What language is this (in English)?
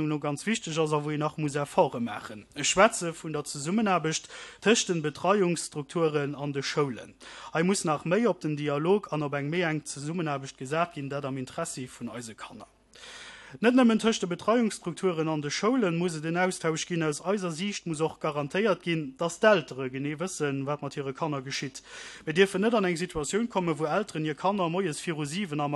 Luxembourgish